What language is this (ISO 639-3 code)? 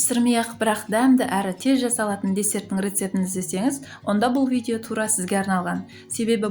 kaz